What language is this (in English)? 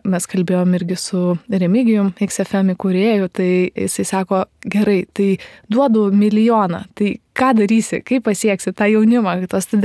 Lithuanian